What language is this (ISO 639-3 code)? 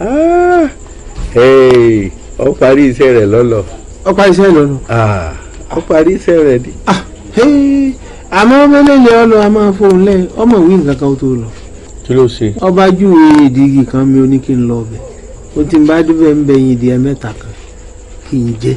yor